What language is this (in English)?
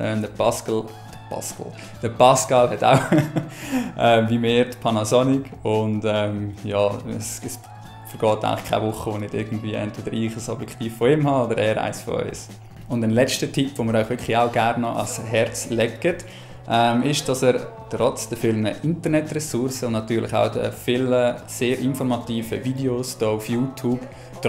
Swiss German